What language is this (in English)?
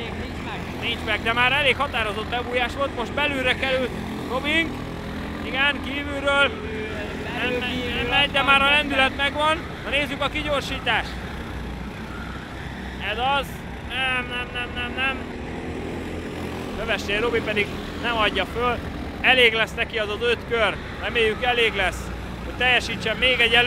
Hungarian